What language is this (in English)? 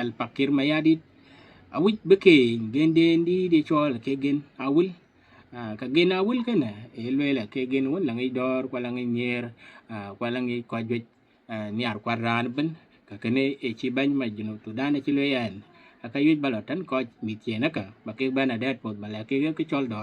Dinka